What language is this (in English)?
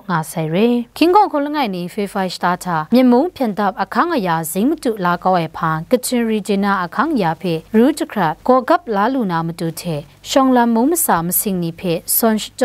Kachin